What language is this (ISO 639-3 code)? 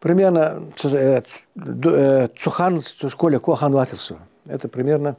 inh